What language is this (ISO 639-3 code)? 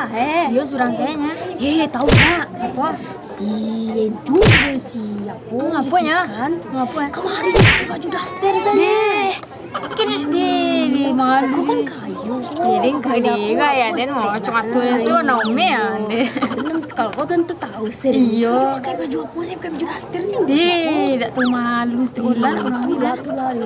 min